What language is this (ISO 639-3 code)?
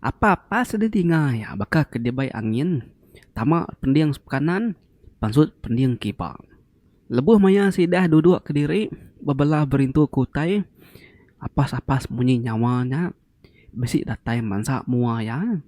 iba